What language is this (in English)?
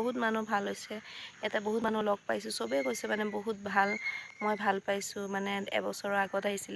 Assamese